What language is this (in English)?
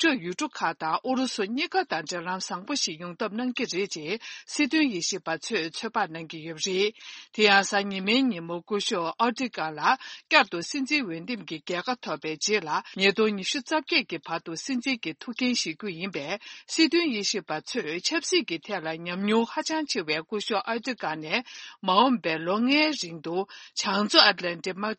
Tibetan